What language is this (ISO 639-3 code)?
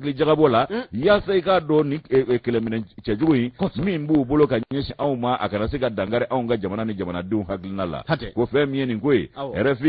bam